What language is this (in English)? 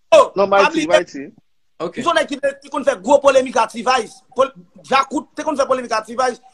Haitian Creole